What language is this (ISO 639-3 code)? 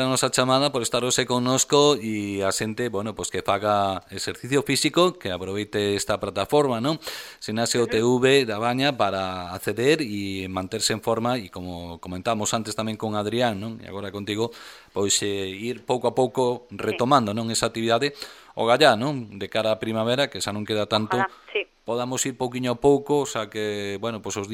glg